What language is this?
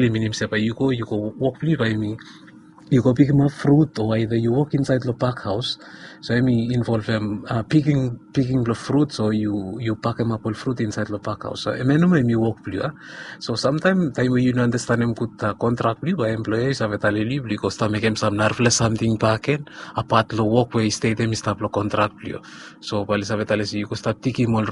Bislama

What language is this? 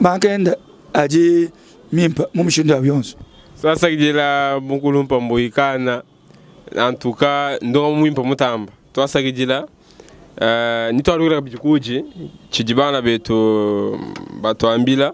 Luba-Lulua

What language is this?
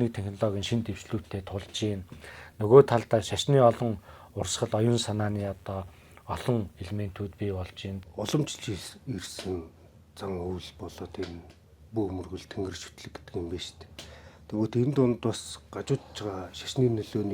Mongolian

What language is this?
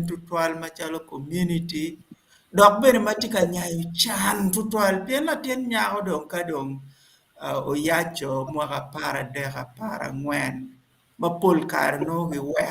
Acoli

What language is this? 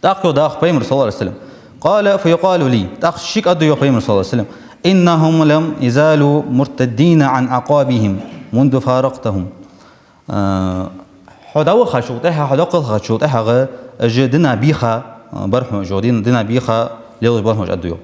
Ingush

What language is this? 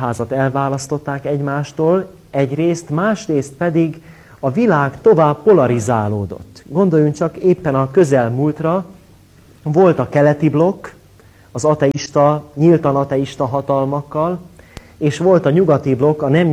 Hungarian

